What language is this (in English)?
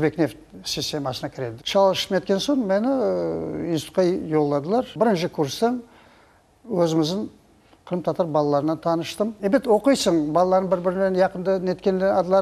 Crimean Tatar